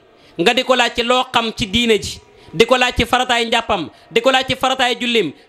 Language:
Wolof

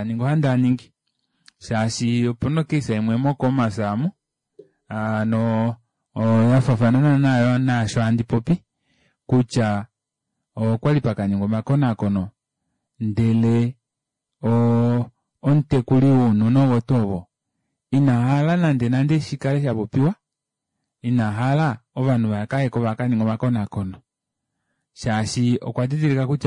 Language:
Kuanyama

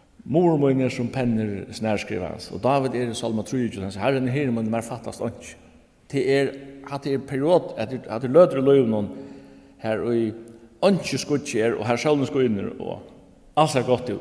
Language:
Faroese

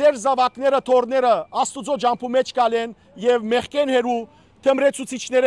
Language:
Western Armenian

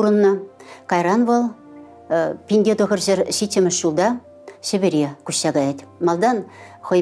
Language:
Chuvash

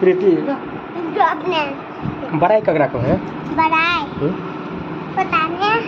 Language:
Maithili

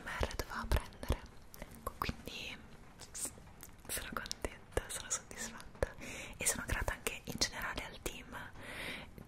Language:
Italian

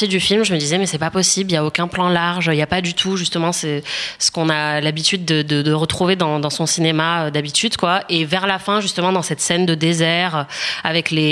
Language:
French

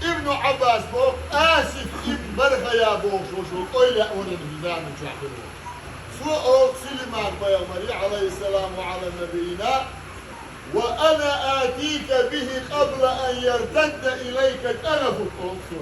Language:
Chechen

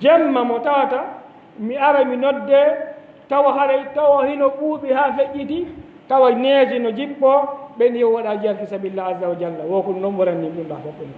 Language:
Fula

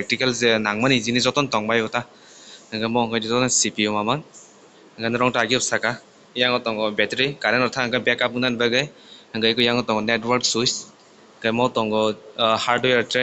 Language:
Kok Borok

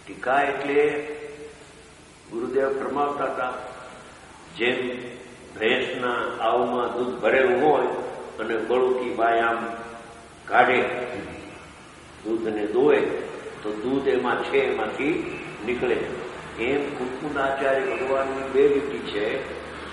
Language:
Gujarati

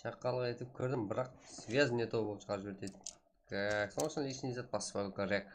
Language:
Kara-Kalpak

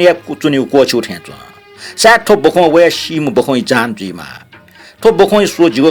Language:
Newari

